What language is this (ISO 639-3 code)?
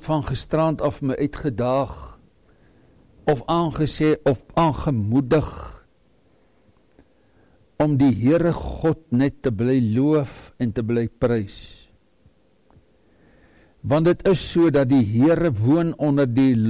afr